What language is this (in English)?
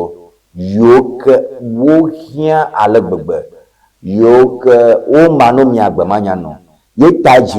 Ewe